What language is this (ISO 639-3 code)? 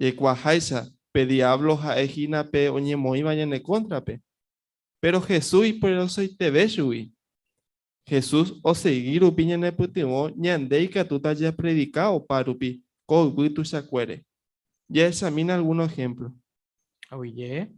grn